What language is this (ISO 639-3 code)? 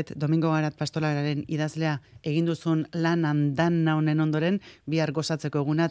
eus